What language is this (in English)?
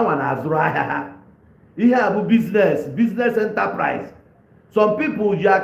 Igbo